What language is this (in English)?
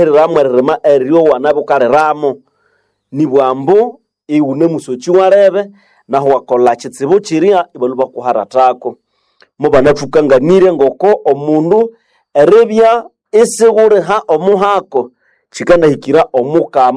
Nande